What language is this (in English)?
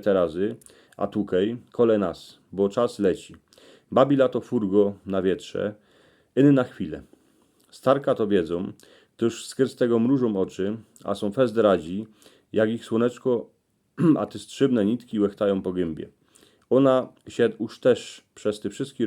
Silesian